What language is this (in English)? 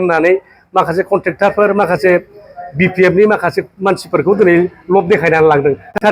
Bodo